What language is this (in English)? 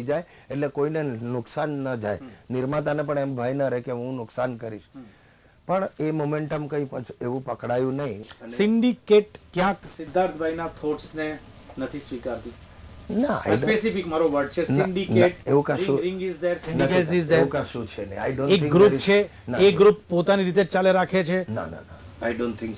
Gujarati